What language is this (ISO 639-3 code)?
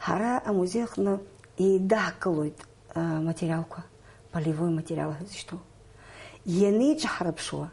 abk